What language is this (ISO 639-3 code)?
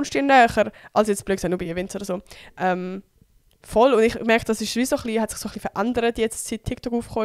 gsw